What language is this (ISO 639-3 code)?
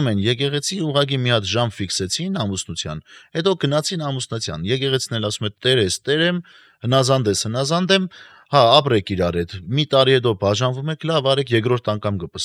hye